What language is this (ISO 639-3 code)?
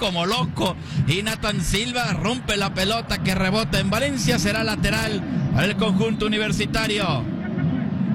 spa